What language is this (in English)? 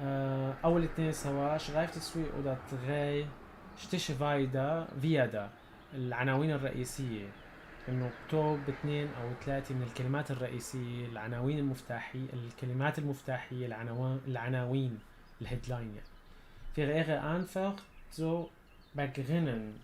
North Levantine Arabic